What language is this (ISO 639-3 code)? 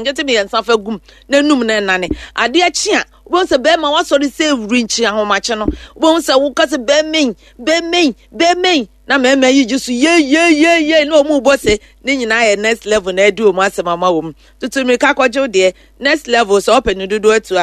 aka